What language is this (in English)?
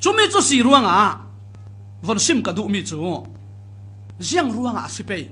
Falam Chin